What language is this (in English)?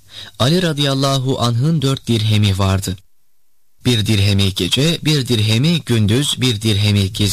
Turkish